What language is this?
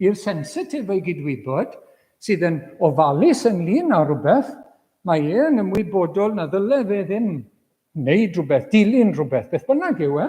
Welsh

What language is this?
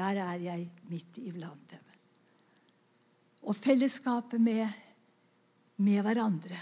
Norwegian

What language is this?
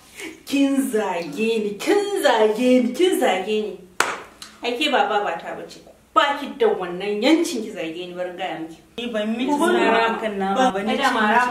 Hausa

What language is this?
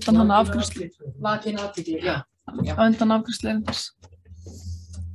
Icelandic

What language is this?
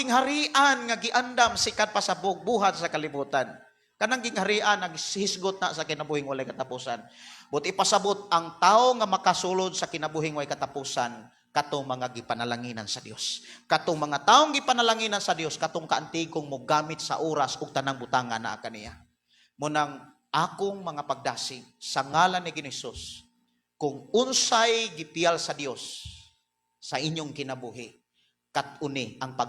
Cebuano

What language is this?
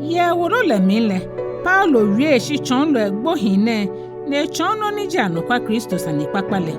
Ga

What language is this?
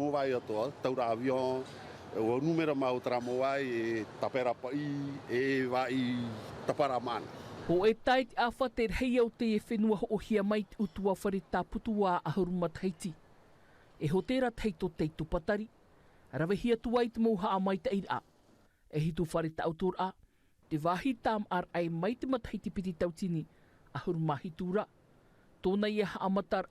Tahitian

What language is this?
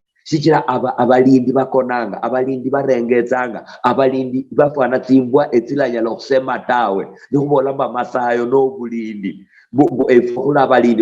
Luyia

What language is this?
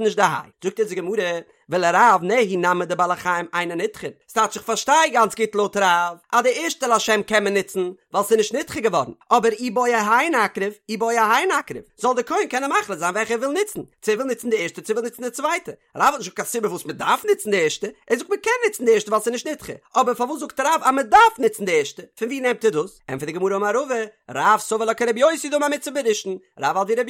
Yiddish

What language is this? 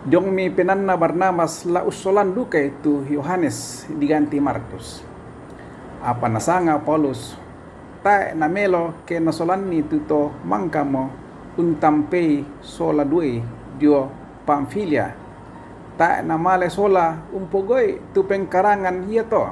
Toraja-Sa'dan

